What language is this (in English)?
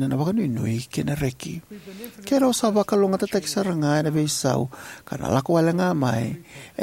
Fijian